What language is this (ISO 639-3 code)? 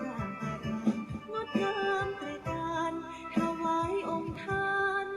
pli